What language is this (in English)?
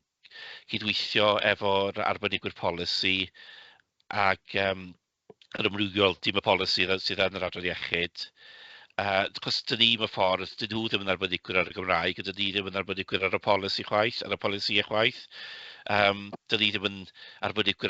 Welsh